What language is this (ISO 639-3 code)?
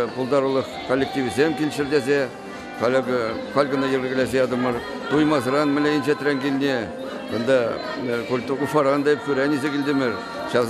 chv